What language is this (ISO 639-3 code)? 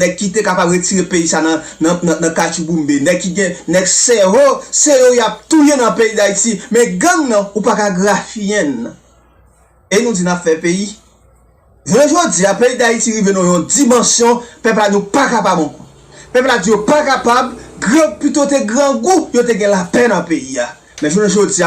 hat